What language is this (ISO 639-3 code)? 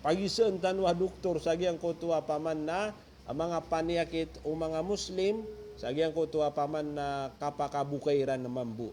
mrw